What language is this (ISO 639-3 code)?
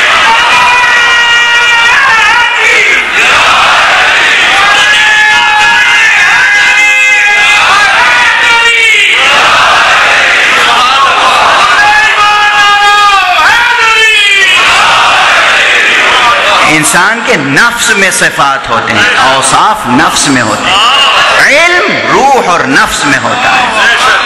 urd